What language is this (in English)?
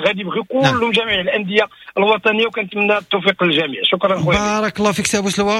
Moroccan Arabic